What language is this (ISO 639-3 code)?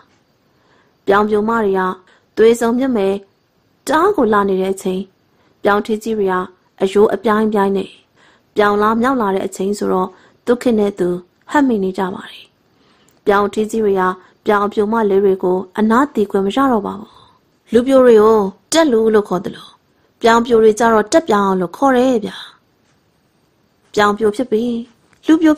mya